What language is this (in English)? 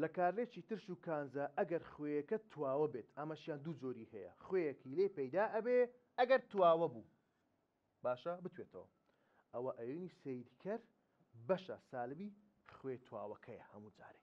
Central Kurdish